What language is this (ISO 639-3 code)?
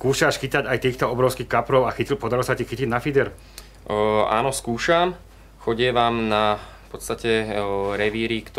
slk